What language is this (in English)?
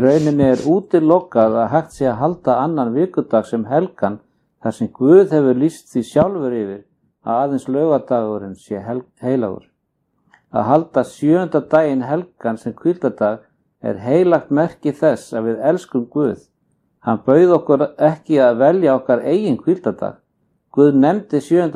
Icelandic